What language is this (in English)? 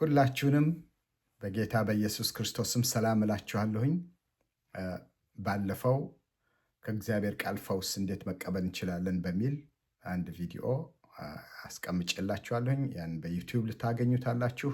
Amharic